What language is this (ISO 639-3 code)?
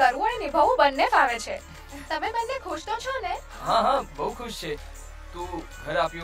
guj